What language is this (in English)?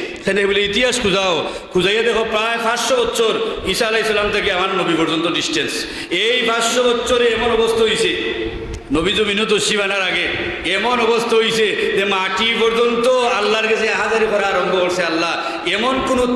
Sylheti